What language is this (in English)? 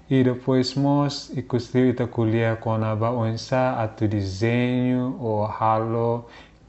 Tetum